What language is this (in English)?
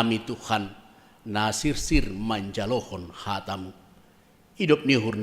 Batak Simalungun